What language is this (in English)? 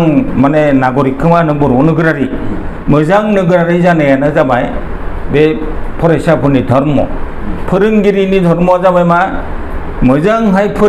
Bodo